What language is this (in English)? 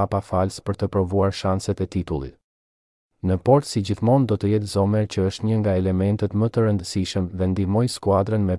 Albanian